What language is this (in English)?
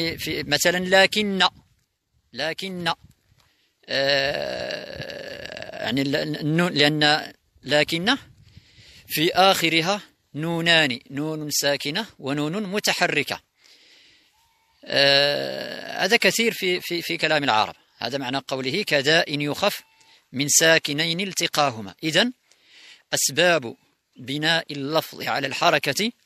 Arabic